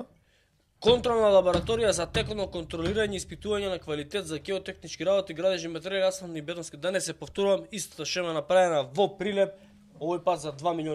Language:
Macedonian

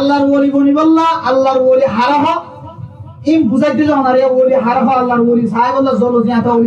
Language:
Rohingya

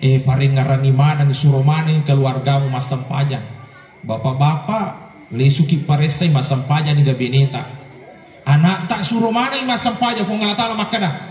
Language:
Buginese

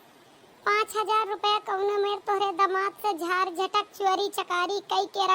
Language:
Awadhi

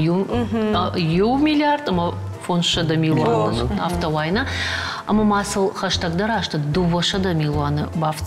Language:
Ossetic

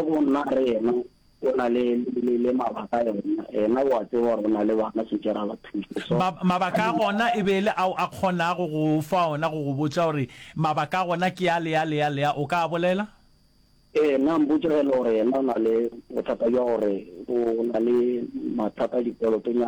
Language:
Northern Sotho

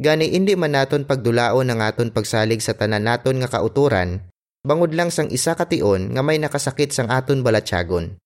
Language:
Hiligaynon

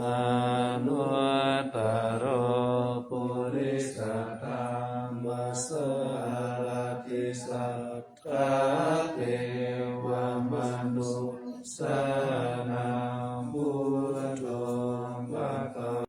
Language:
Pali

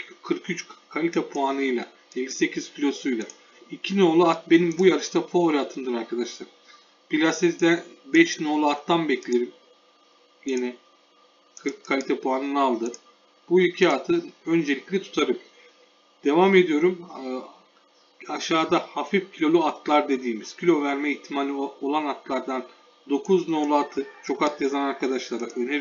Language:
Turkish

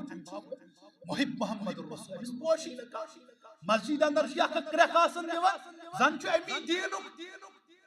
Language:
Kashmiri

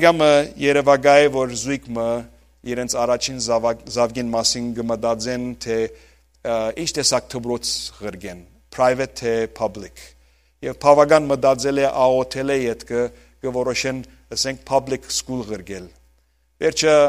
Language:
Western Armenian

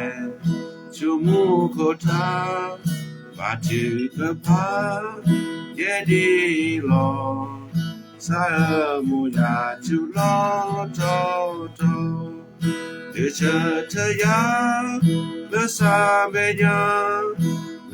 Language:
S'gaw Karen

